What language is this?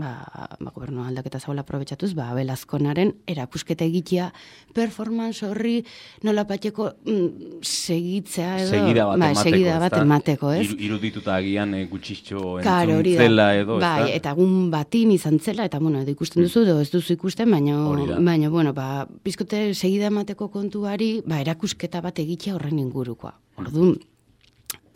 Basque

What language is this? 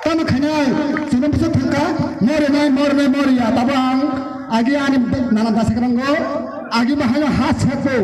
Kok Borok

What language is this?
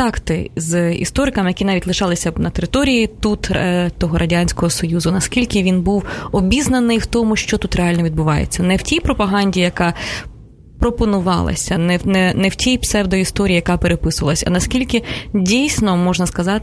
Ukrainian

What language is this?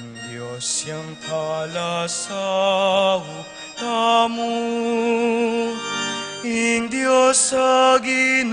Pampanga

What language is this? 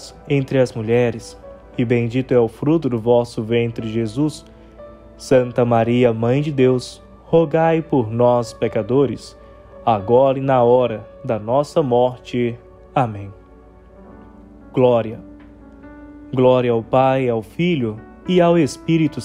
Portuguese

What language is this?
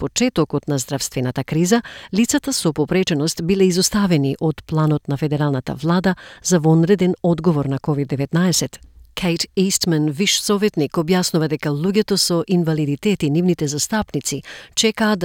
Macedonian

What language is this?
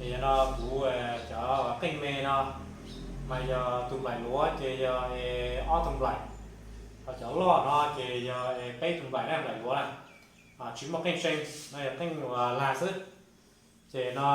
Hmong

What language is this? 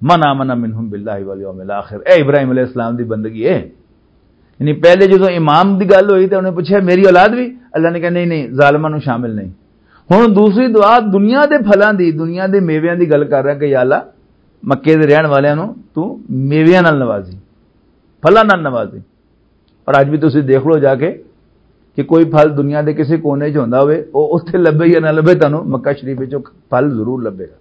Western Panjabi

